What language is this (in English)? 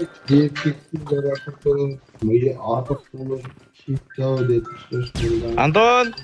Kara-Kalpak